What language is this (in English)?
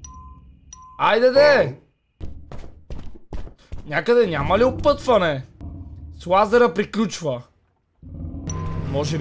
Bulgarian